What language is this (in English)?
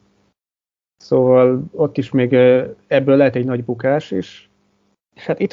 Hungarian